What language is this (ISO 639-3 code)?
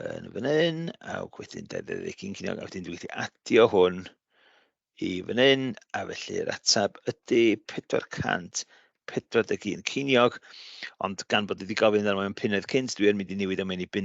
cym